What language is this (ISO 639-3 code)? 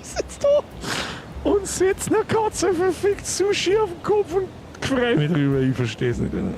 bar